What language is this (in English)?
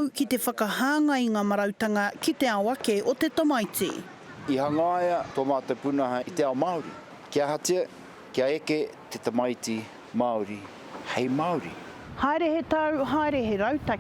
Māori